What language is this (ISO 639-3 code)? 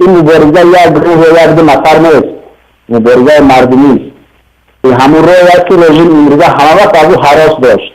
tgk